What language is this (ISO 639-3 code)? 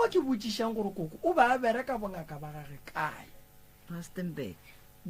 nso